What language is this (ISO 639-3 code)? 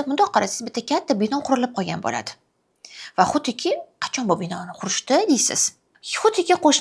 uzb